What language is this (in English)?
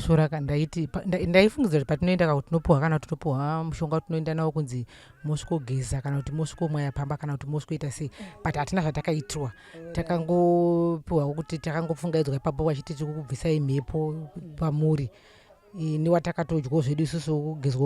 Shona